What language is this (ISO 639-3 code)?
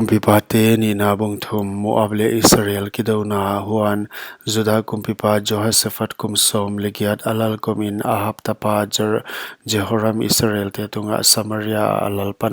pck